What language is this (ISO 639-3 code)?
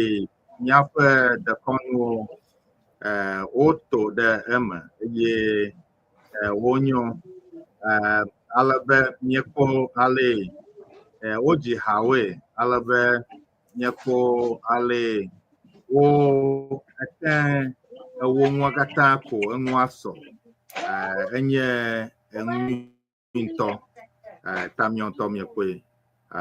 ewe